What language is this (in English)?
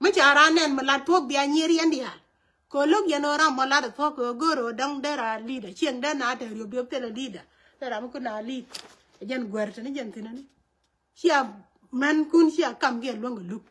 Nuer